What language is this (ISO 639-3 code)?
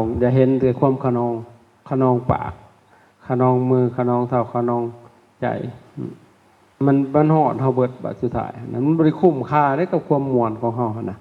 lao